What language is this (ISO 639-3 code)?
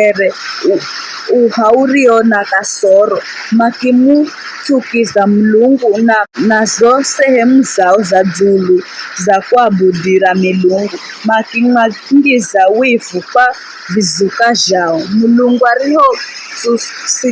nyf